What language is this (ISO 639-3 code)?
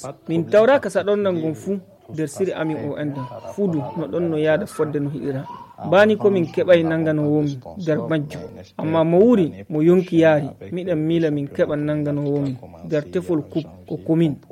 fuv